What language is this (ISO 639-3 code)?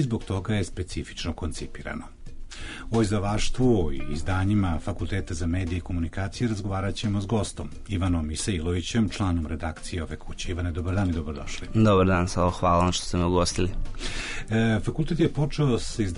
srp